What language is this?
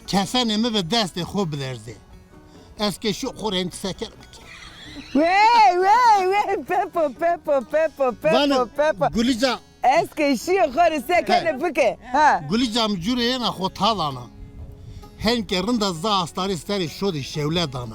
Zaza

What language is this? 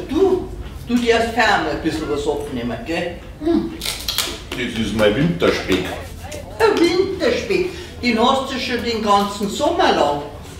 Bavarian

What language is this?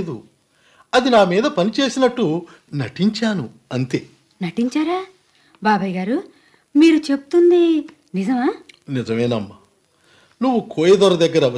Telugu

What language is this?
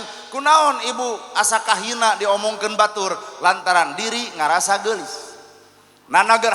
Sundanese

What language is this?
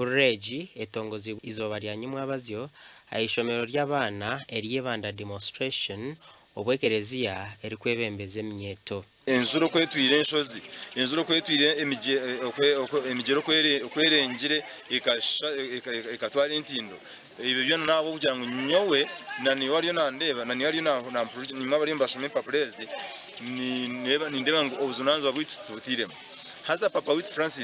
Nyankole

